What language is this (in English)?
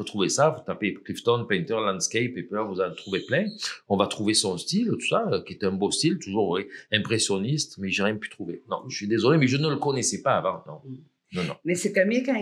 French